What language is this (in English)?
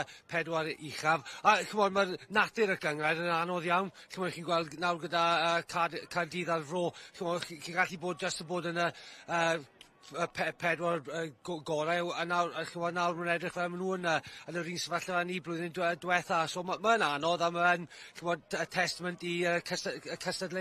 Welsh